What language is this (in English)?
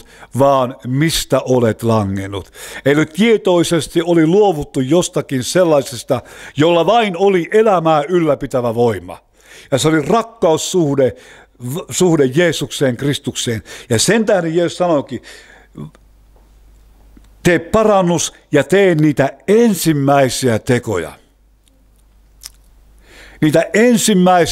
Finnish